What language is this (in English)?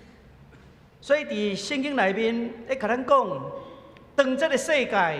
Min Nan Chinese